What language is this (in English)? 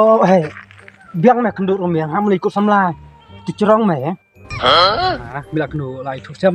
Khasi